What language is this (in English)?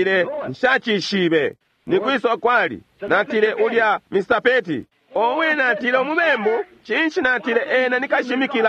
Bemba